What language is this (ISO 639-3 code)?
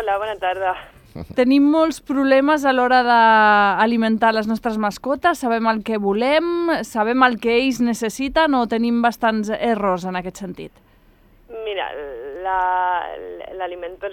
cat